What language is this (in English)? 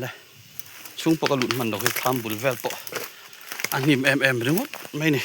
Mizo